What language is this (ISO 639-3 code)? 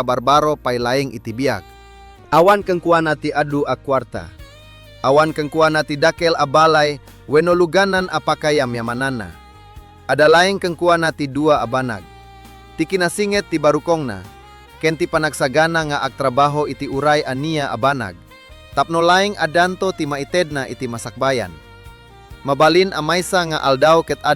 ilo